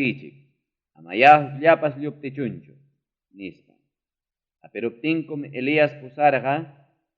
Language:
Ayacucho Quechua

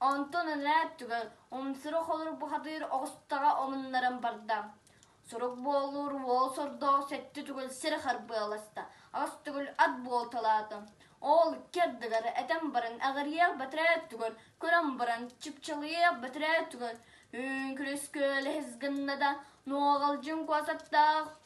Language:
Yakut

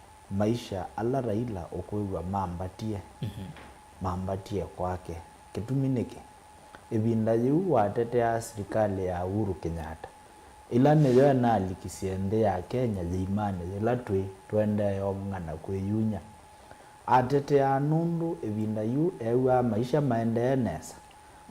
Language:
Kamba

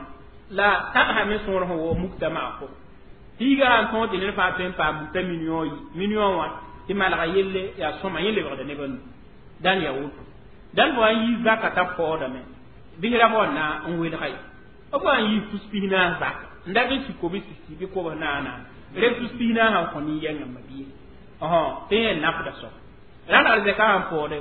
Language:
Mossi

